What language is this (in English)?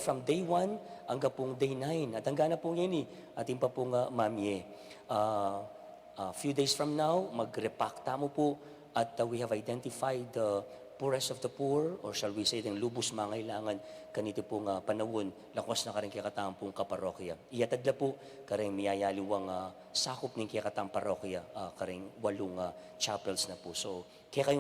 Pampanga